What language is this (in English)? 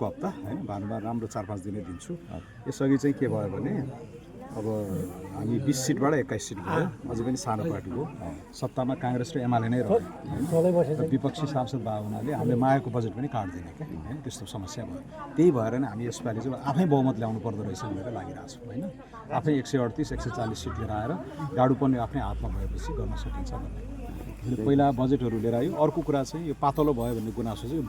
Nepali